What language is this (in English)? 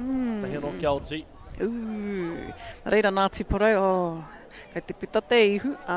Māori